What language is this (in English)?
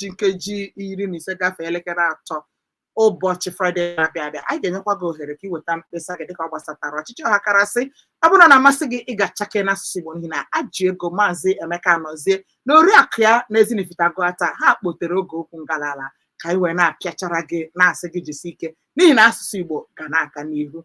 Igbo